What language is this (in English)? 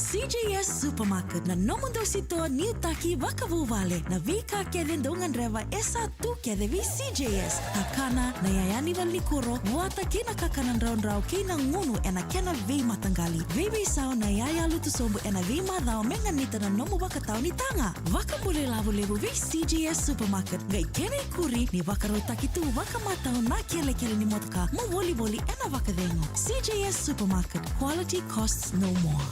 Fijian